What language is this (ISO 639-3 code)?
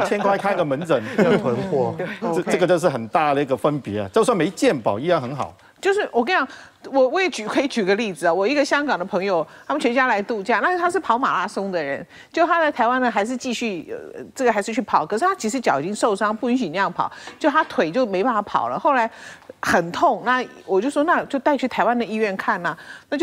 zho